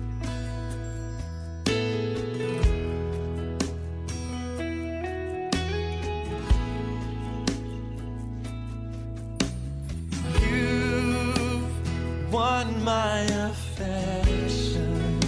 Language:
Estonian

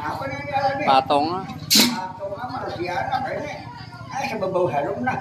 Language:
Banjar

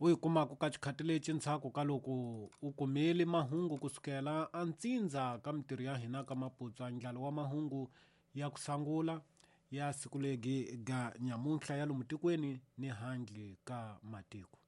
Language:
Tsonga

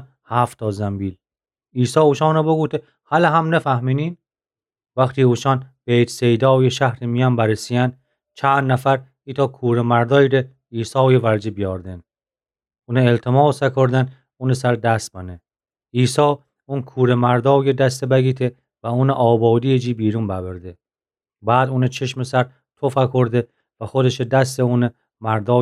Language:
Gilaki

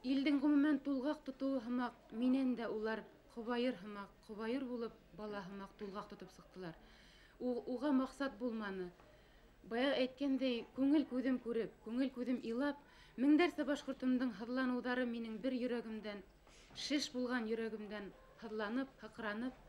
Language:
Bashkir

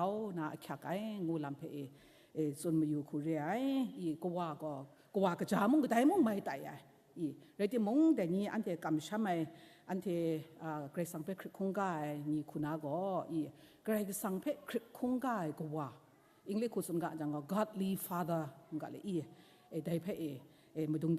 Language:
Kachin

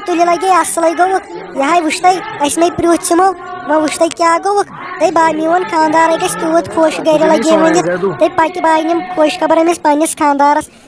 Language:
Kashmiri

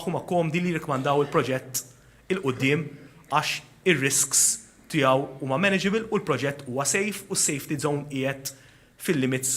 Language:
Maltese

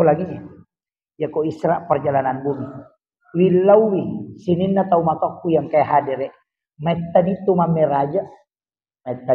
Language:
Buginese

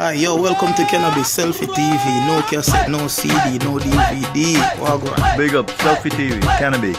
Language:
Jamaican Creole English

